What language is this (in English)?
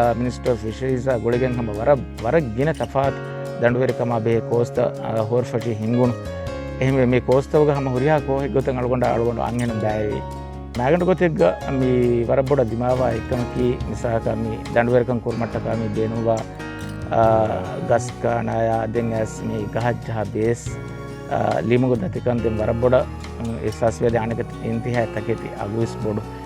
Divehi